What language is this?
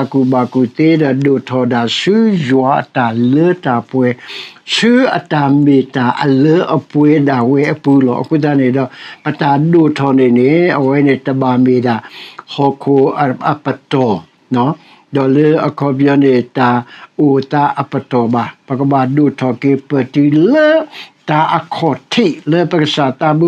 S'gaw Karen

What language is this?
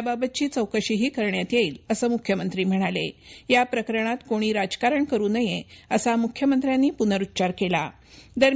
Marathi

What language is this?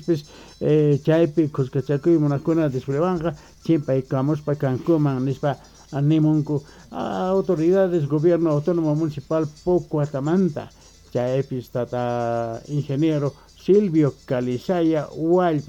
South Bolivian Quechua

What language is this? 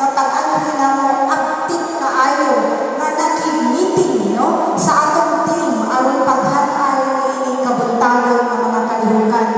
Cebuano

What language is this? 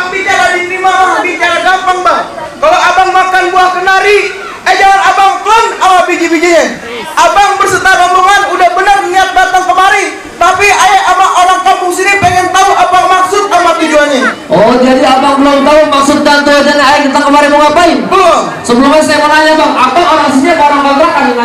Betawi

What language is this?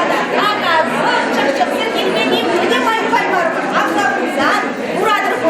Chuvash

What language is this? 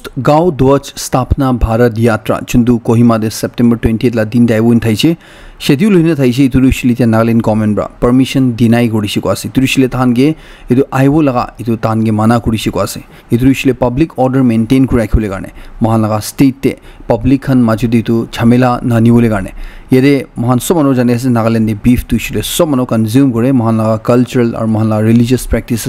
Naga Pidgin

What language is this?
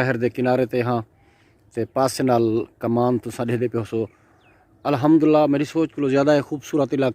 Saraiki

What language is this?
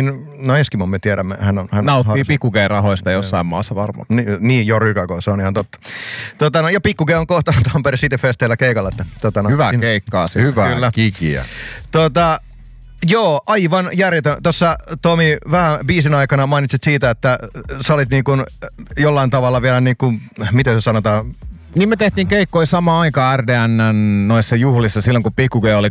Finnish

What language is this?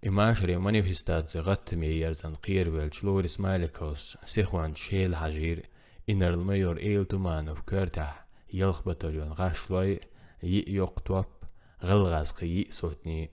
Chechen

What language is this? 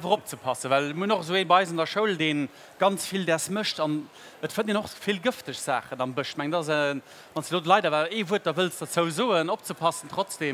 Luxembourgish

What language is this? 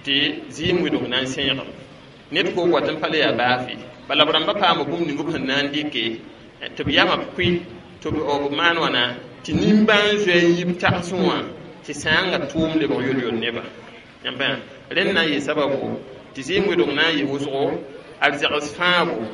Mossi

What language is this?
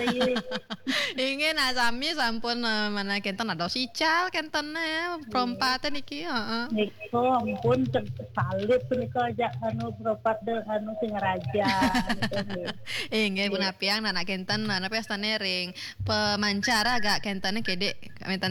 Balinese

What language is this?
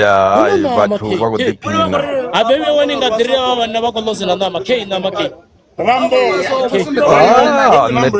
Venda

